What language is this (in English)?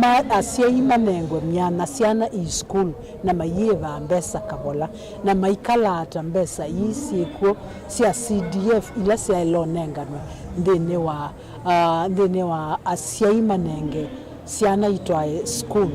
Kamba